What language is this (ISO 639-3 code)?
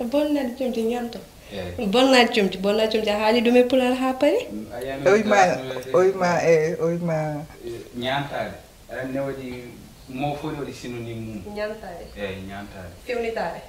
ful